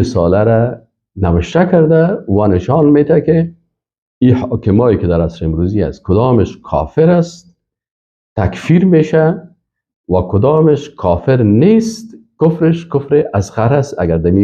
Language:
Persian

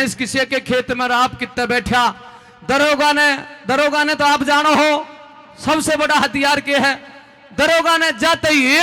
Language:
Haryanvi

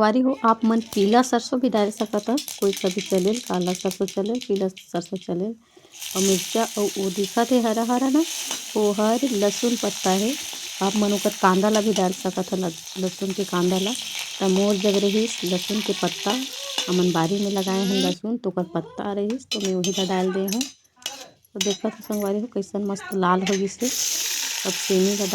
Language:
Chhattisgarhi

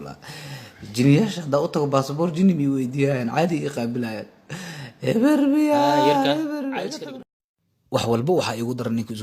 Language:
Somali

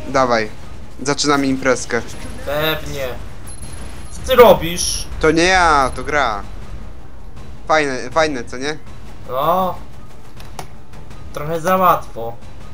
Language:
Polish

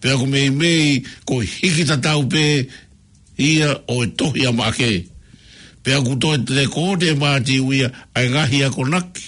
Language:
Tongan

